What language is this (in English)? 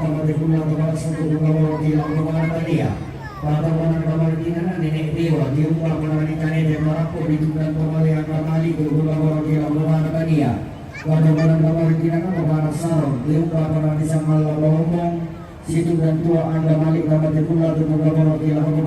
Toraja-Sa'dan